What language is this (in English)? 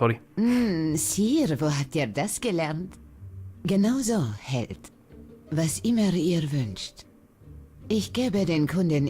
Swiss German